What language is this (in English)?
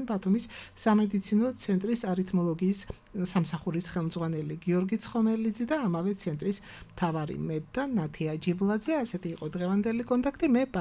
Georgian